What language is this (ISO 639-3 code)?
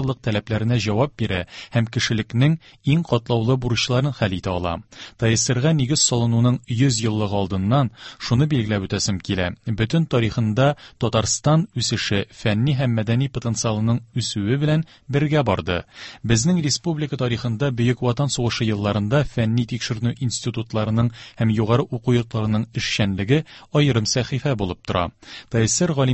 tat